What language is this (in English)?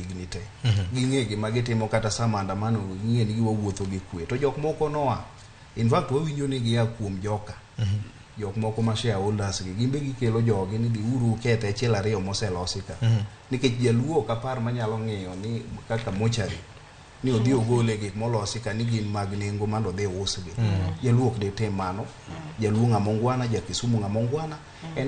Luo (Kenya and Tanzania)